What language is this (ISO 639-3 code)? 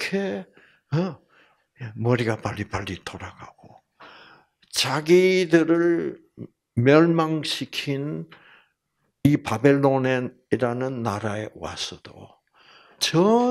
kor